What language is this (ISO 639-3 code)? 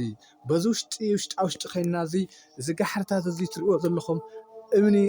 tir